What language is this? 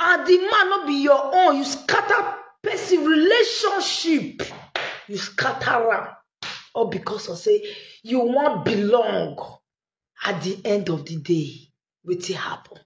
Nigerian Pidgin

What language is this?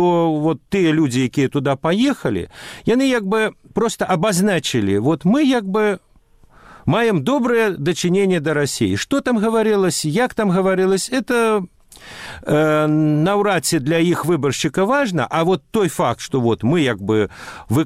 Belarusian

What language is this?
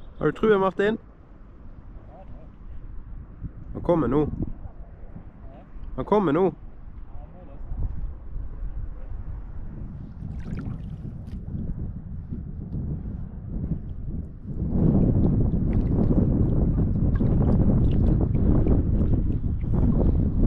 Norwegian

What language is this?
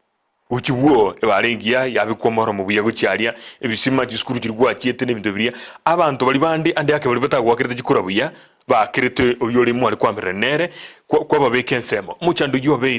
Gusii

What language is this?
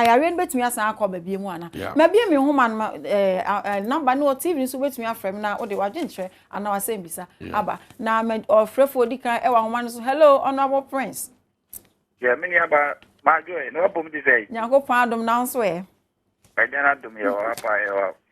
Akan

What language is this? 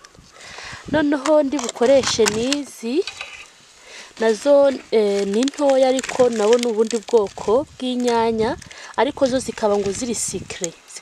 Kinyarwanda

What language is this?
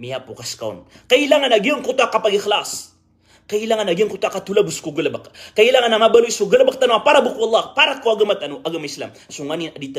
Maranao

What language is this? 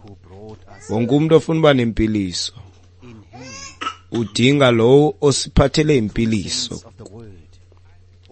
Xhosa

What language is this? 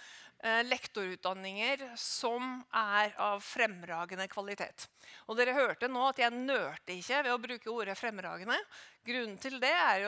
Norwegian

